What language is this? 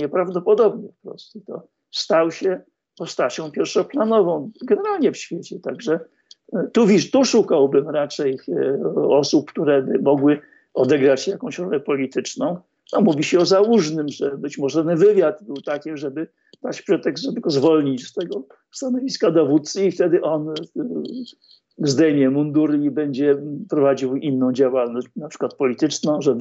Polish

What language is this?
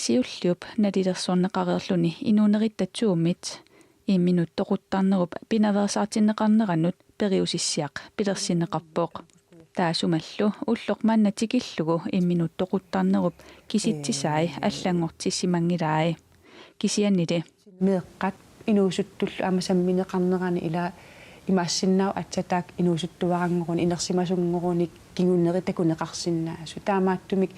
Kalaallisut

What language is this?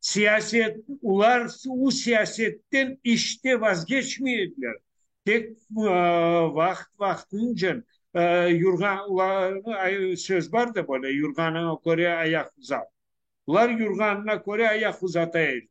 Crimean Tatar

